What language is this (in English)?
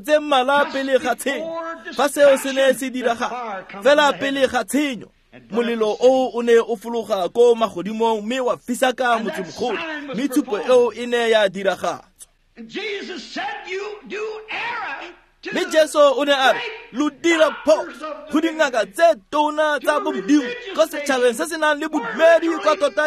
Tswana